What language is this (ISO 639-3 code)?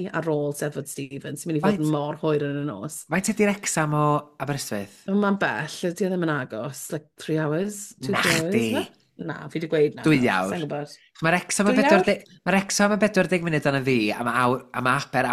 cym